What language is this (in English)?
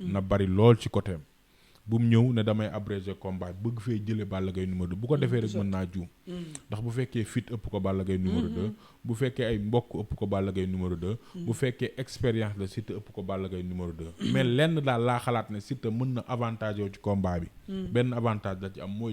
Wolof